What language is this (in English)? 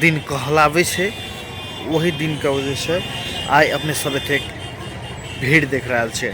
Maithili